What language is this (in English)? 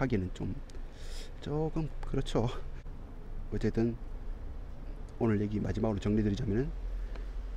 Korean